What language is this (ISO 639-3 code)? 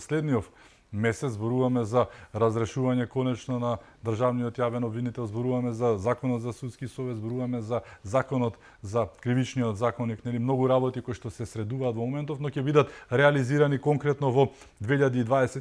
mkd